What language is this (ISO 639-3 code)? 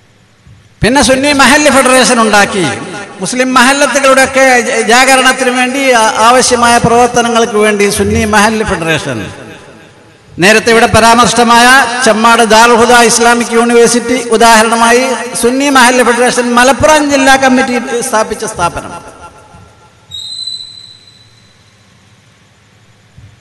mal